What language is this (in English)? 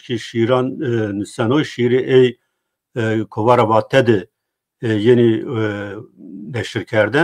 Zaza